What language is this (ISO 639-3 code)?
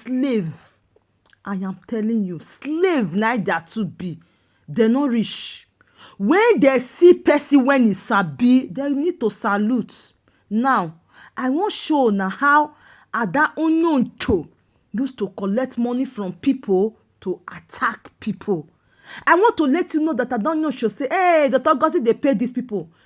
pcm